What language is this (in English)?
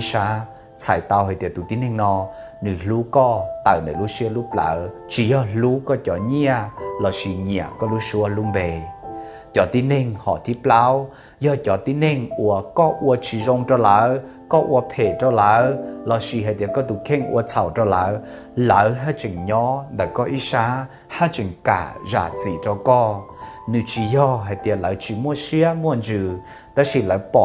Hmong